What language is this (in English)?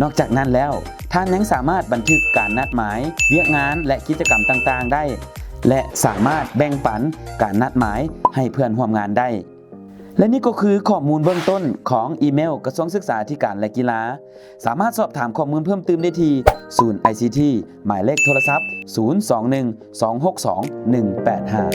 Lao